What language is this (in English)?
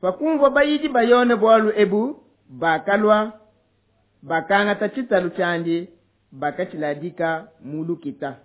Luba-Lulua